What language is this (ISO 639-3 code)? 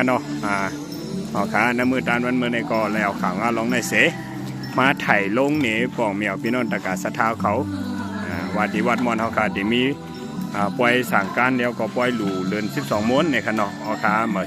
shn